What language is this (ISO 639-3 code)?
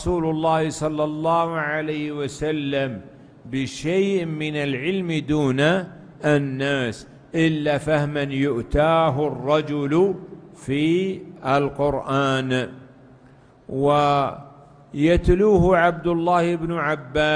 ara